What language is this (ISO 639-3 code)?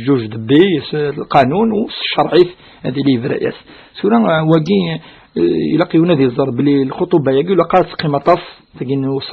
kab